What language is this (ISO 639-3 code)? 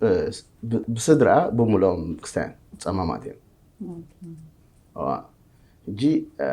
tir